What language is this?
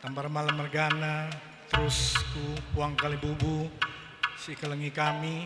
Batak Karo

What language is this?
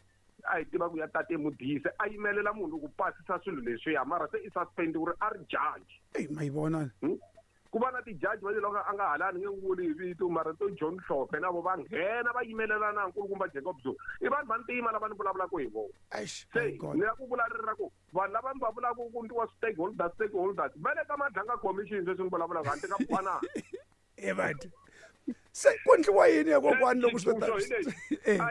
Tsonga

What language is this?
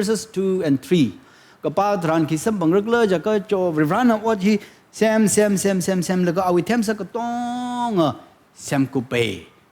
Tangkhul Naga (India)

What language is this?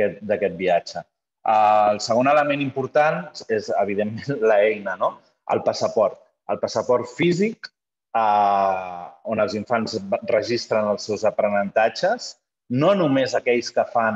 Catalan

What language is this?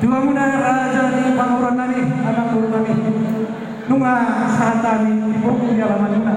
Batak Toba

